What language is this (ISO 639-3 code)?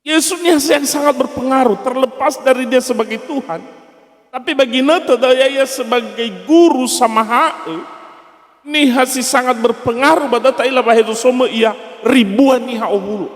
nia